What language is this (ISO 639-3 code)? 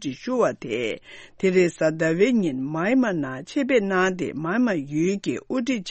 bod